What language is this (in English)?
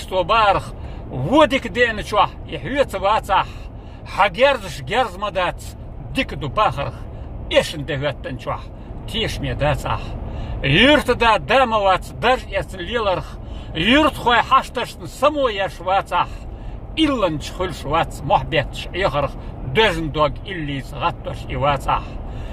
Chechen